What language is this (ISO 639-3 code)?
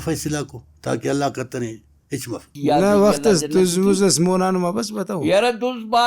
brh